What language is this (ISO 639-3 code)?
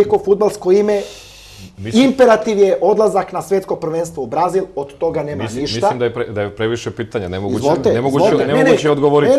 srp